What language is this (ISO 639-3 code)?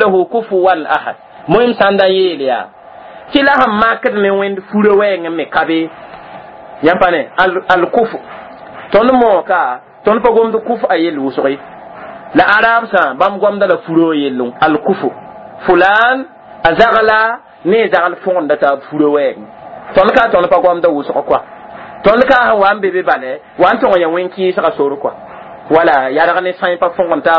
mos